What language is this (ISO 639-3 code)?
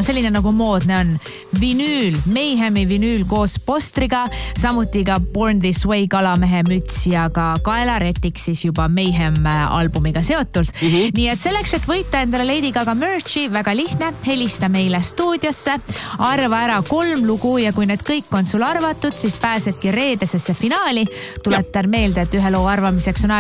est